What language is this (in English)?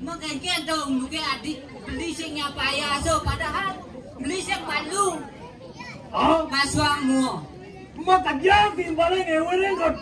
Balinese